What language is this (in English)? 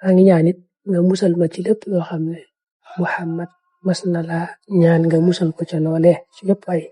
Wolof